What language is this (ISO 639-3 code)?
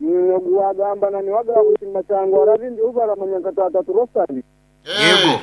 nyn